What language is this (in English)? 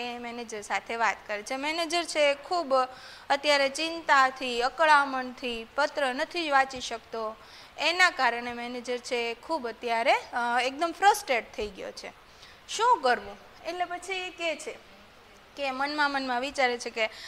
Gujarati